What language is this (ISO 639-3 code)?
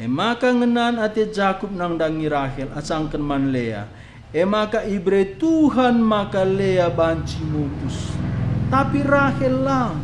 btx